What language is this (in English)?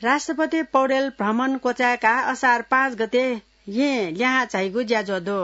Newari